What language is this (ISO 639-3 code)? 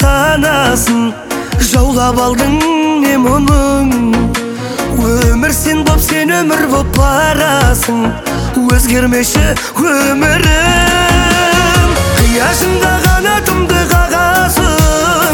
kaz